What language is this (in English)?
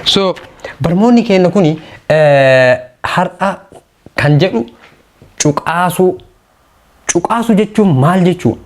Oromo